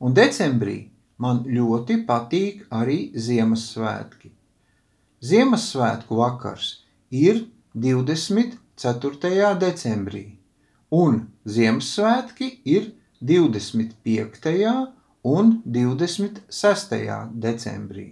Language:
Latvian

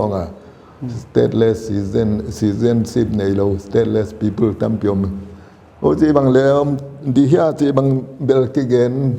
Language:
Paite Chin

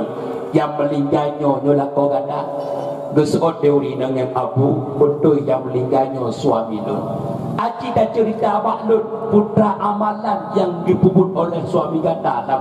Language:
Achinese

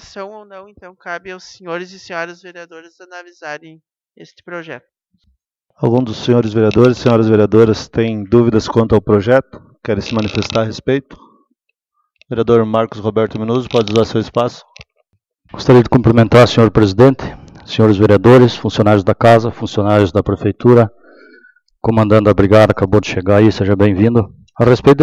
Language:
Portuguese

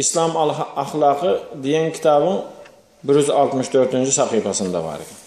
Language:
Turkmen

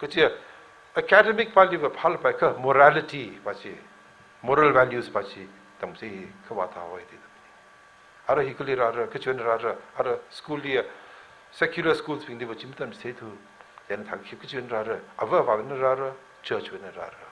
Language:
Tangkhul Naga (India)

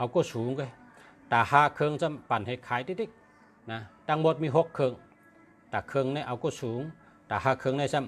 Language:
Shan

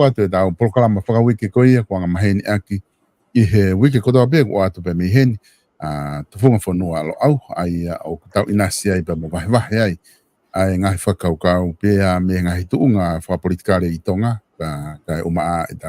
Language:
Tongan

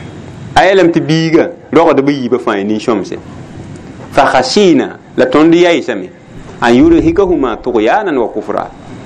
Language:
Mossi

